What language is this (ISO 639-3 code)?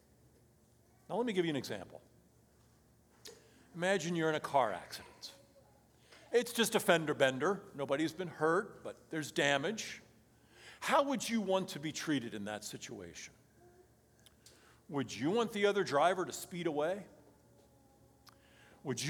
eng